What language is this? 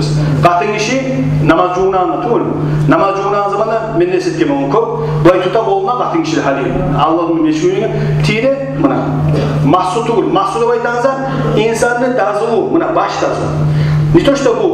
Kumyk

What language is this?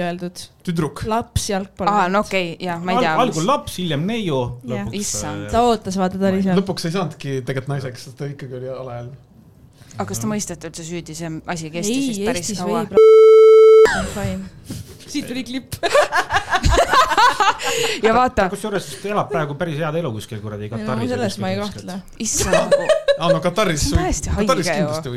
Estonian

